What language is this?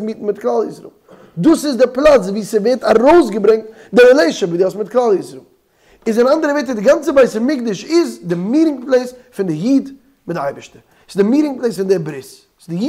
Yiddish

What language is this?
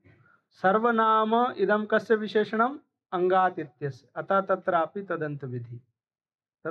Sanskrit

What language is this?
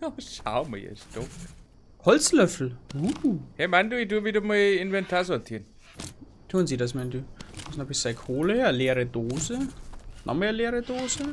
Bavarian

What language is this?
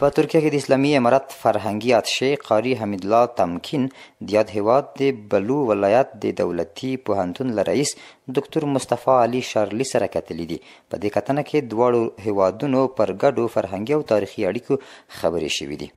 Pashto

